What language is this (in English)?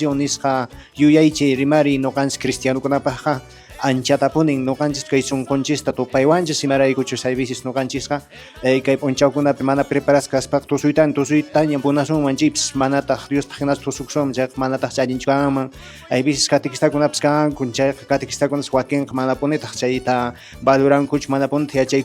Quechua